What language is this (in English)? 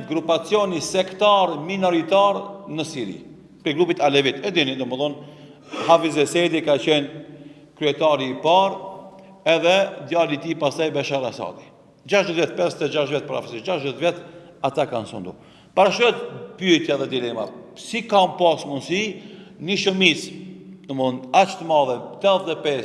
Albanian